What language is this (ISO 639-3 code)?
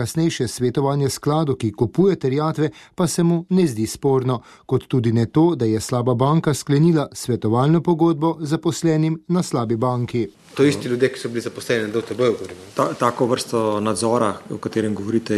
slv